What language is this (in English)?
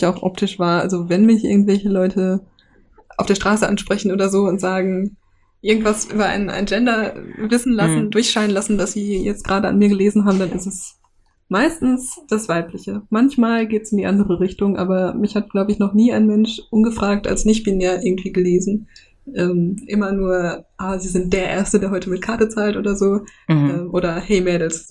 German